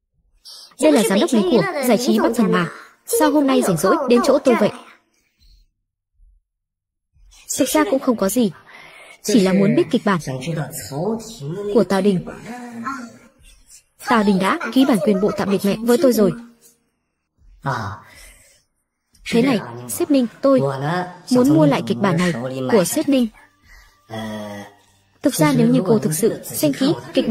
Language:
Vietnamese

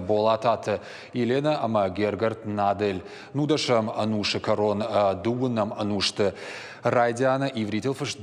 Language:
Ossetic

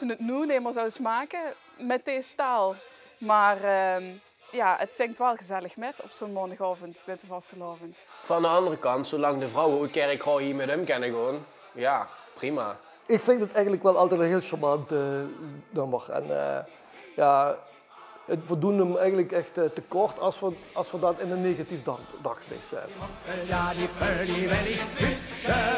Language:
Limburgish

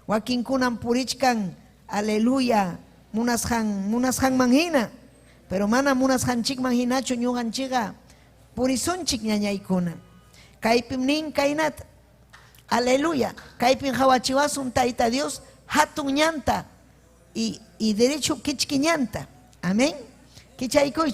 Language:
Ayacucho Quechua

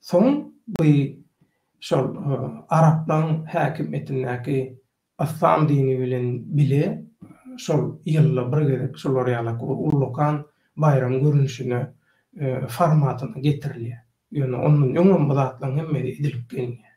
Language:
Turkmen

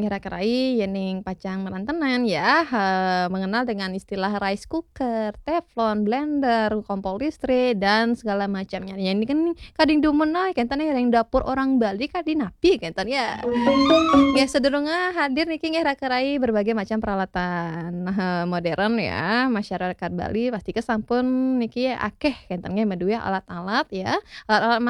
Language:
Balinese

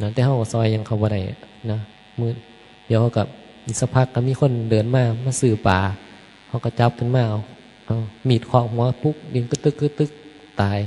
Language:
Northeastern Thai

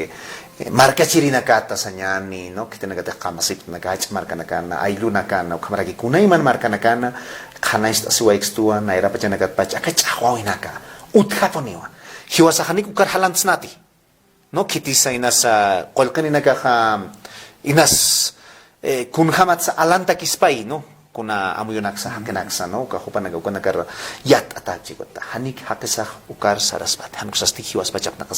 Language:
Aymara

